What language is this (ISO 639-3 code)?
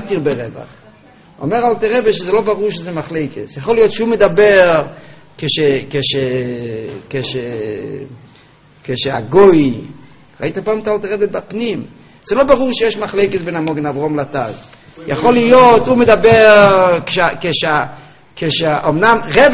heb